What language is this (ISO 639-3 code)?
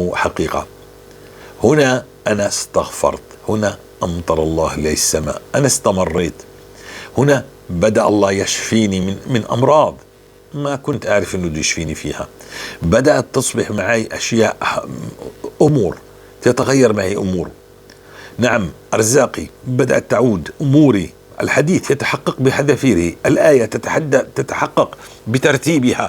apc